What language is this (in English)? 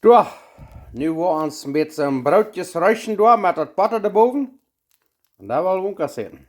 Plautdietsch